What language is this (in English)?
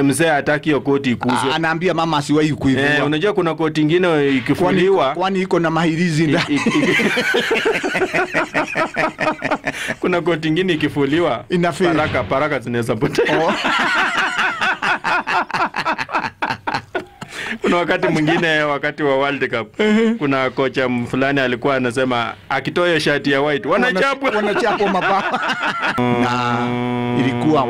Swahili